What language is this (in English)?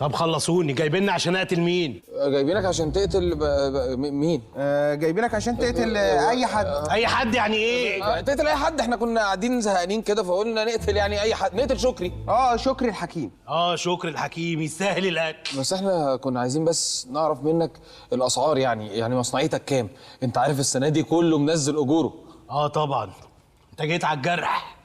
Egyptian Arabic